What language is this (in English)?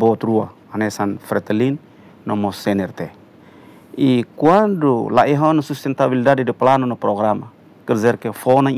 Tetum